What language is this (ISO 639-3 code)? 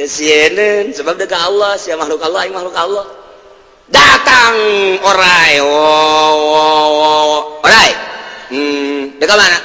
sun